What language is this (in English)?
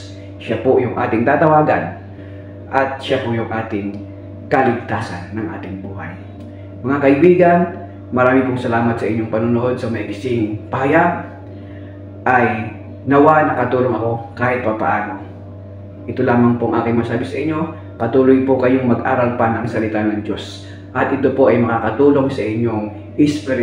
Filipino